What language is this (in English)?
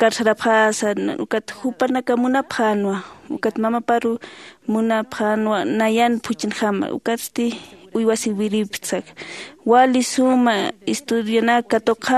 Aymara